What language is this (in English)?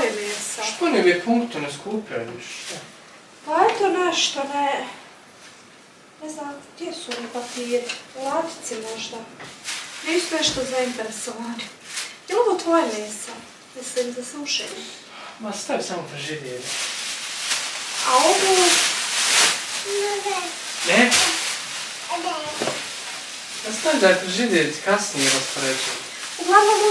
Bosnian